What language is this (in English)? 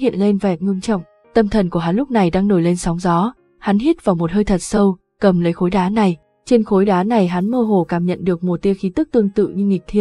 Vietnamese